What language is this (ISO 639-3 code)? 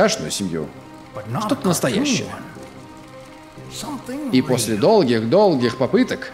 rus